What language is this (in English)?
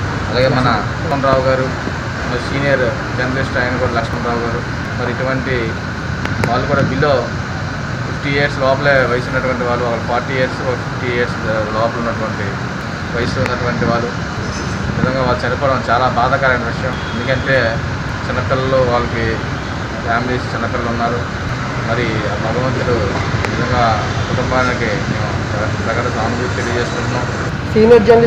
Telugu